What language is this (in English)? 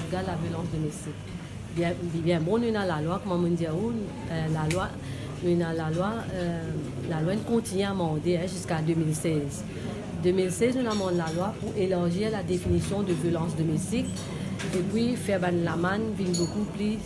Morisyen